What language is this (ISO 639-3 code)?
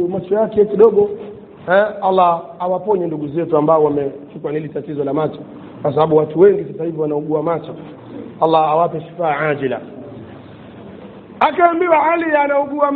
swa